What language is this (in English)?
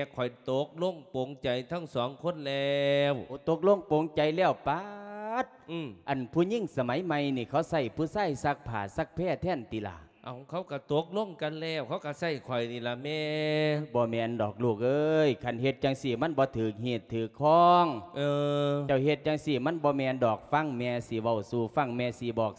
Lao